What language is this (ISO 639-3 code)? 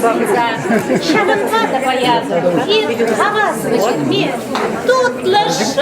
chv